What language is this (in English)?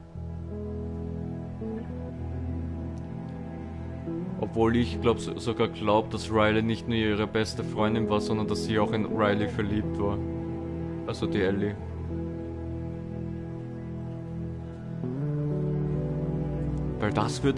German